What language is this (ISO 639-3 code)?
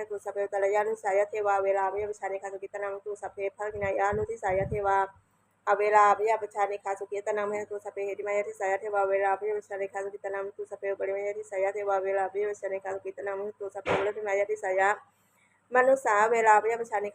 pli